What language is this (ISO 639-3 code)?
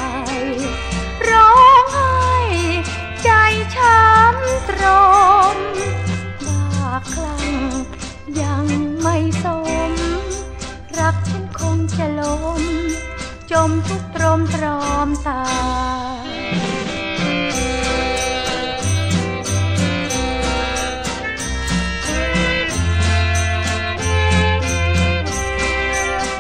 tha